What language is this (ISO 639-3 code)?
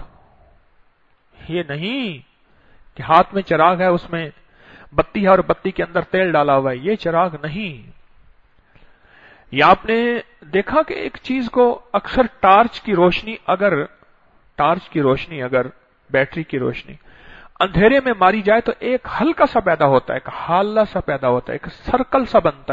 urd